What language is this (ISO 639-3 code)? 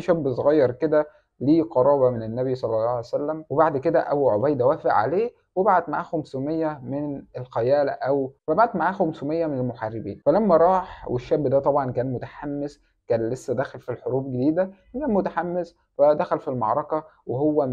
arz